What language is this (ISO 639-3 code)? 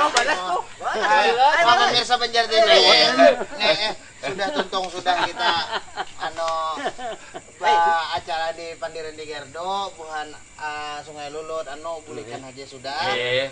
bjn